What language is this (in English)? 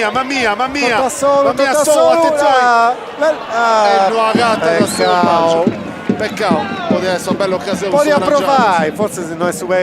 Sardinian